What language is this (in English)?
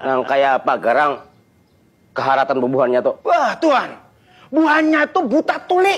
Banjar